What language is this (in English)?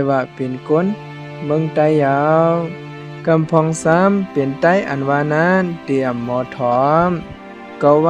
Shan